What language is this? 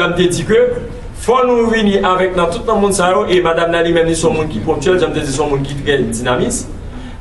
Haitian Creole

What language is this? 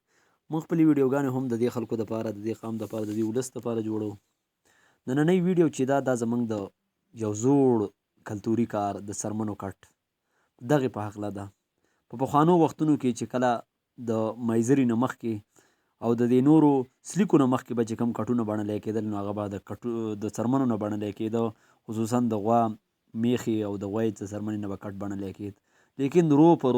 Pashto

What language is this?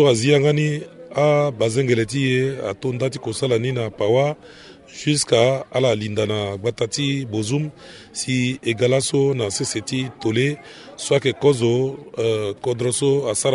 Sango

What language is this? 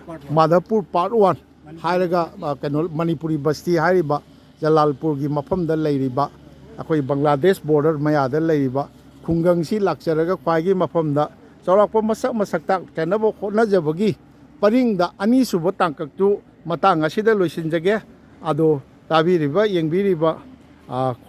Manipuri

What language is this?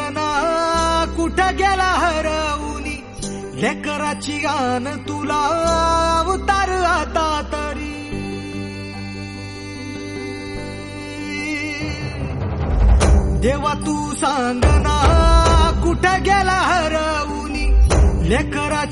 Marathi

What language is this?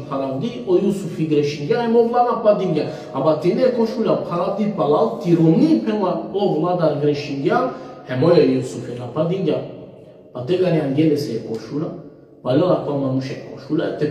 Balkan Romani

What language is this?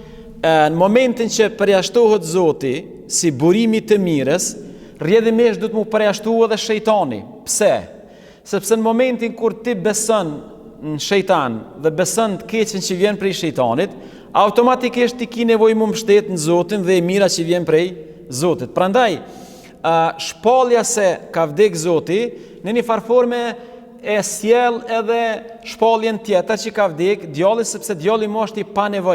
Albanian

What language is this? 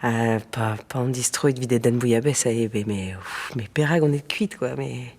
Breton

